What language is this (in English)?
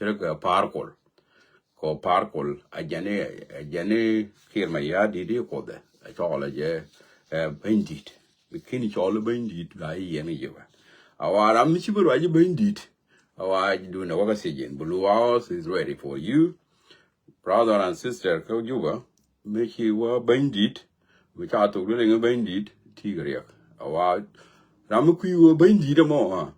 Nuer